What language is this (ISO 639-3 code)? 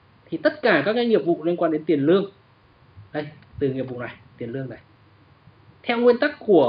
vie